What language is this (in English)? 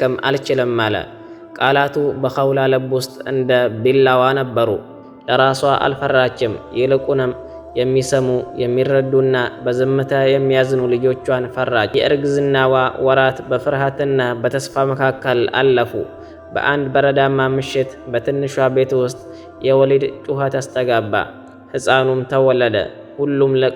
Amharic